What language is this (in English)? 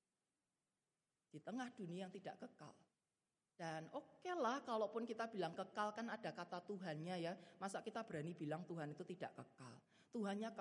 Indonesian